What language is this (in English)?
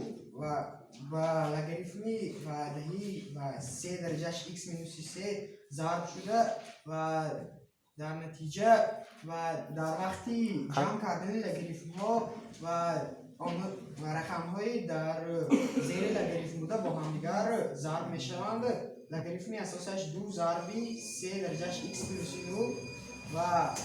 Tajik